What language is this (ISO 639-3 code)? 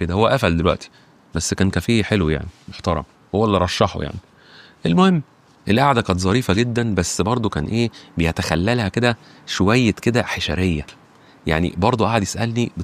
arz